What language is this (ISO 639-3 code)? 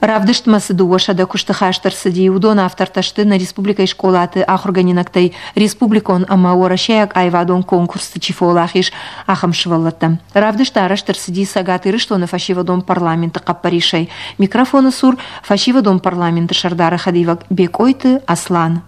oss